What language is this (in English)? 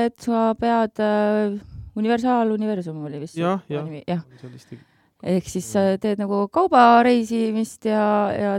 Estonian